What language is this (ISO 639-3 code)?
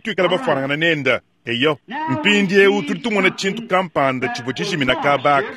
lua